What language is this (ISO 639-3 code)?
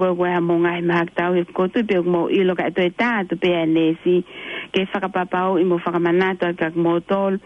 ton